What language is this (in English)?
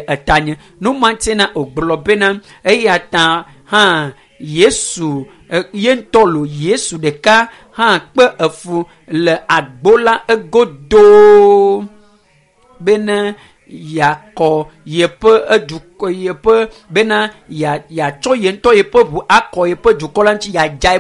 Ewe